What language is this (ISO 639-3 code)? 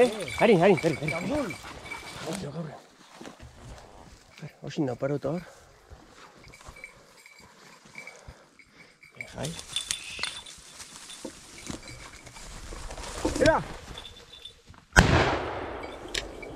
eus